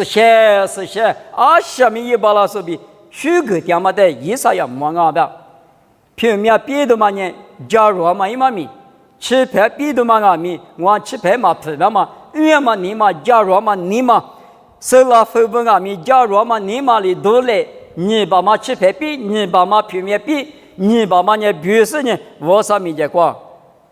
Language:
Lisu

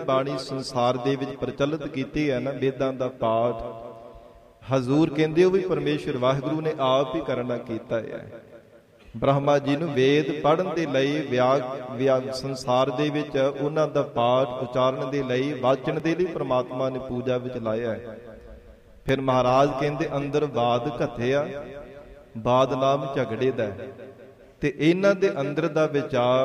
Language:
Punjabi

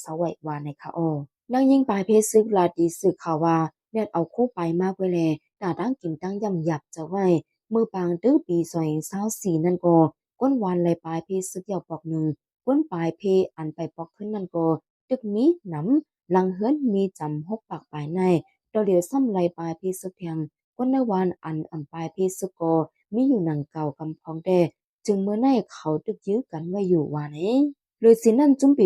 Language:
Shan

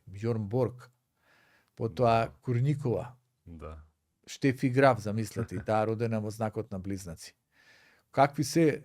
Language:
Macedonian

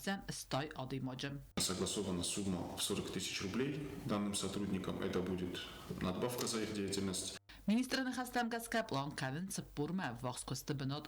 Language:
Ossetic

